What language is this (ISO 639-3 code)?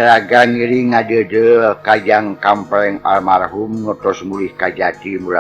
sun